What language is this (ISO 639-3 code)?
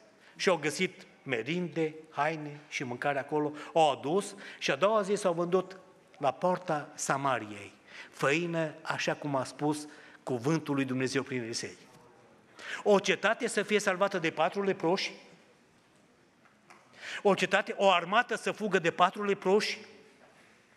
ron